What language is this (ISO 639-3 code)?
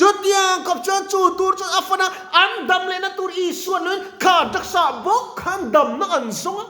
lus